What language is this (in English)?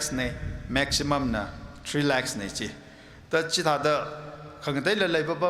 Tangkhul Naga (India)